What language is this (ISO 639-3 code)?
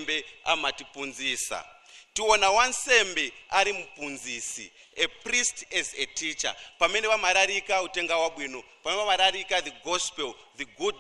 nya